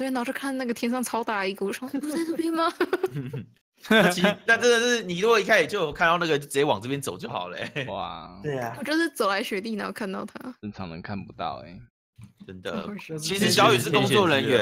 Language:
Chinese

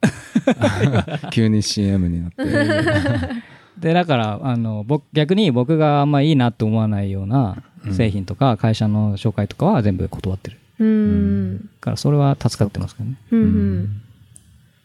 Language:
Japanese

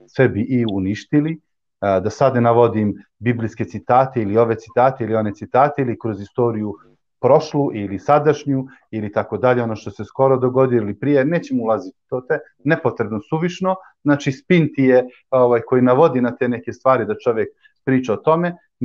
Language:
Bosnian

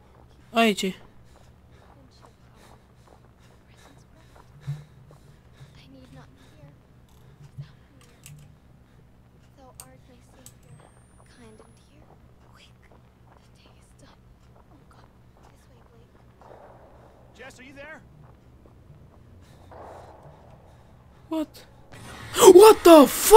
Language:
Romanian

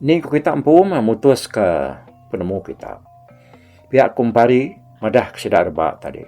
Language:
Iban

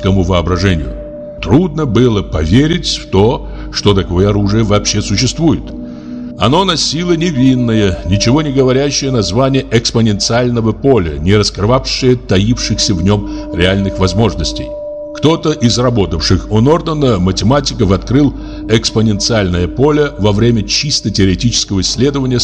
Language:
Russian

